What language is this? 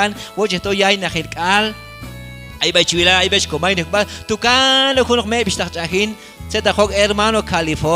Q'anjob'al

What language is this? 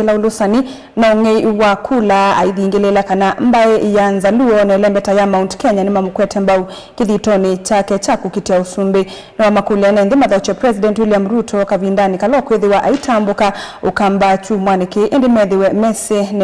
Kamba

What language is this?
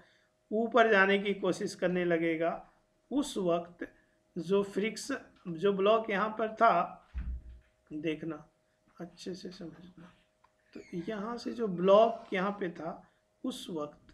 Hindi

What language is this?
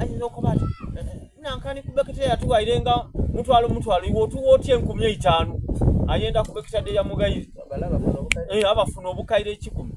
Soga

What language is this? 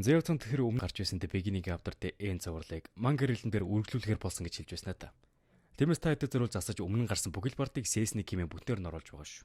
Mongolian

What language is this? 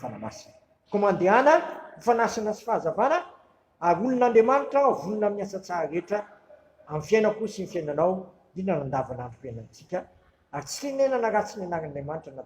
Malagasy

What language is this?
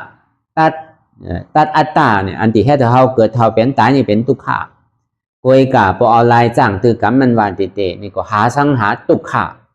Shan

